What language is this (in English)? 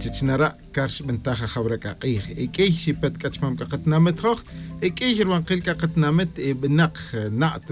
Tz'utujil